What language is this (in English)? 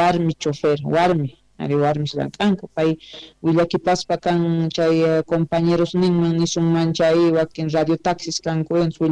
South Bolivian Quechua